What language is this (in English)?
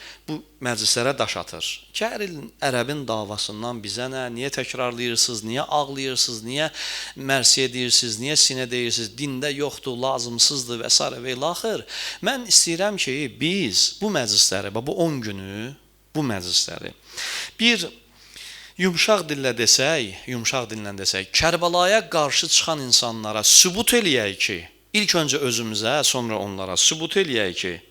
Azerbaijani